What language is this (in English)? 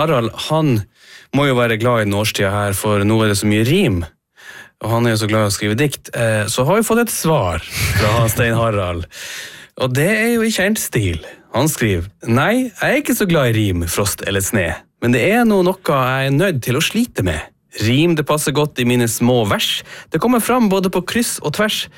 Norwegian